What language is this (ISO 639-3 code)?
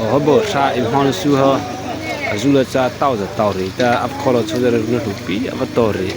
mrh